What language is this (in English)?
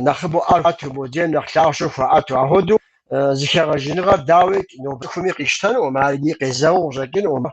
Kabardian